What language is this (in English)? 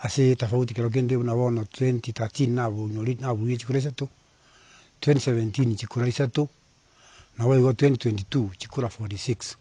Gusii